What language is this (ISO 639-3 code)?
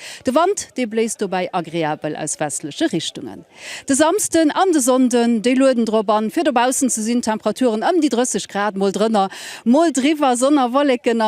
ltz